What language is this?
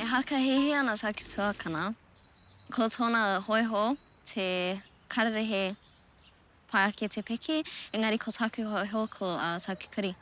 Māori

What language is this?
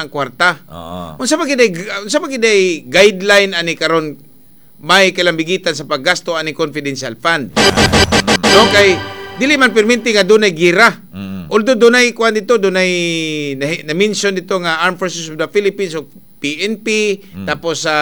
Cebuano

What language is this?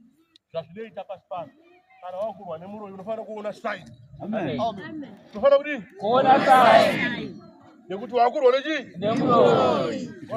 Shona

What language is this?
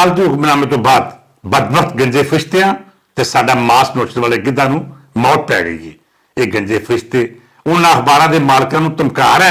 Western Panjabi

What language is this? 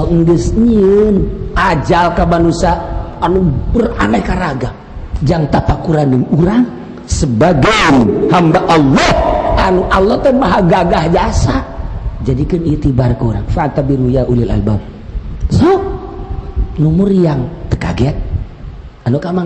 Sundanese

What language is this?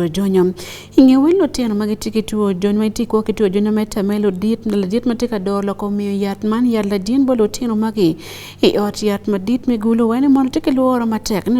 Acoli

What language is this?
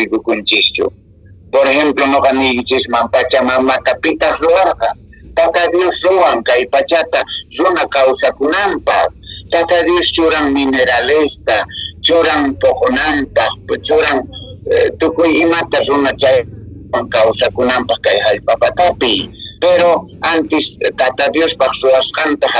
Quechua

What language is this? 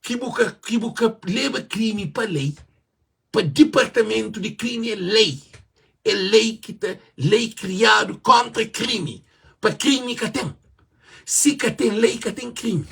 Kabuverdianu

